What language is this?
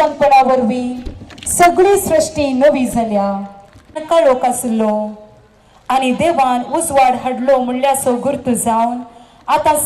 Konkani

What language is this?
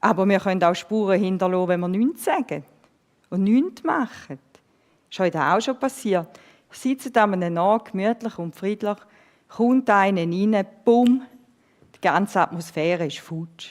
Swiss German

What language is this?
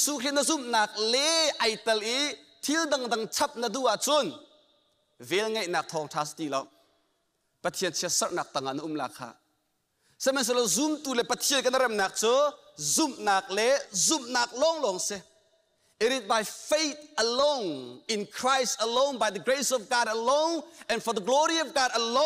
Hakha Chin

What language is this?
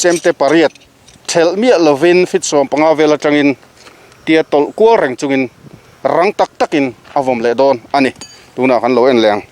Mizo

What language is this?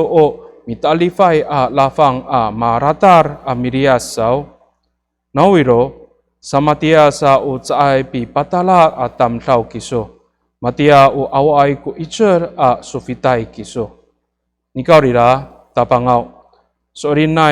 Amis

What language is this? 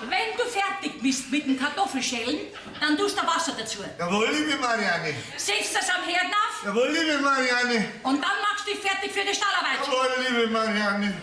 Bavarian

